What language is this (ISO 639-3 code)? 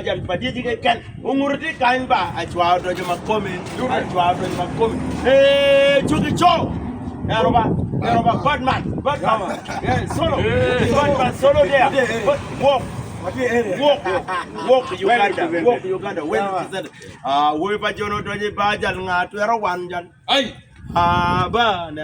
ach